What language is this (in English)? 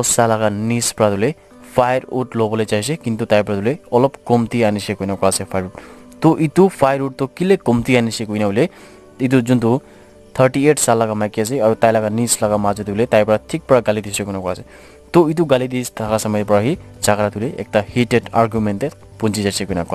Naga Pidgin